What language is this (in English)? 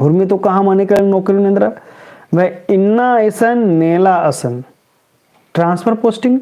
Kurukh